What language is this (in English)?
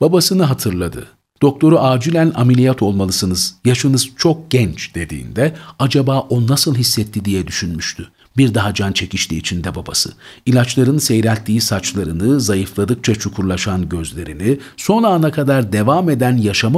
Turkish